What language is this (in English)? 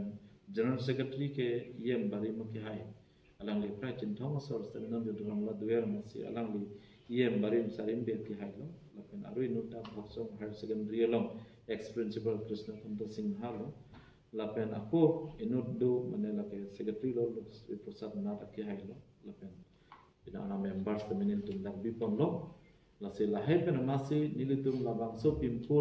Karbi